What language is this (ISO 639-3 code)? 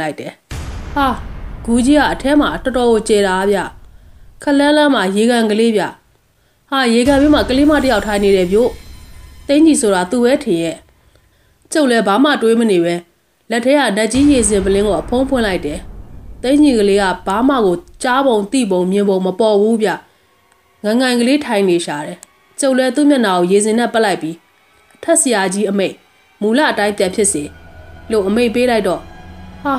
mya